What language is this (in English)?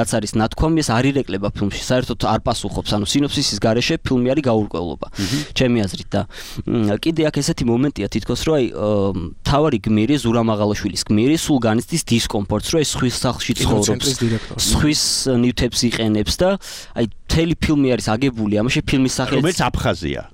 Georgian